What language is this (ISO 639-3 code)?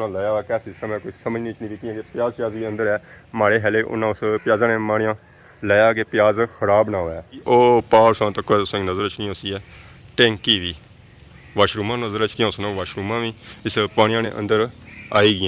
phr